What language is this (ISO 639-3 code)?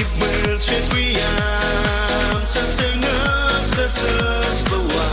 abk